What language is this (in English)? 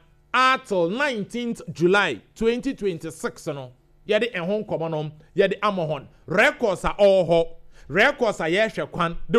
Akan